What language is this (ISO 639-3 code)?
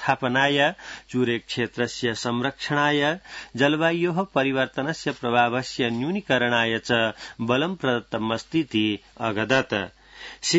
san